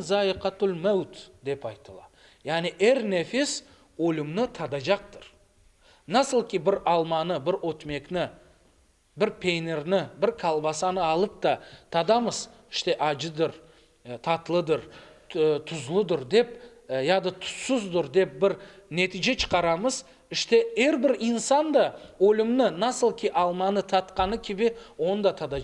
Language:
Crimean Tatar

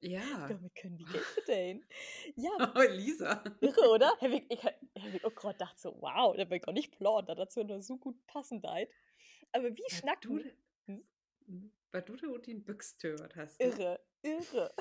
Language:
Low German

